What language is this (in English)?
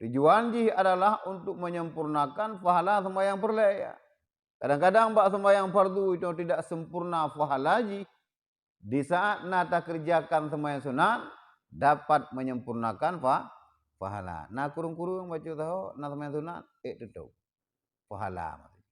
Achinese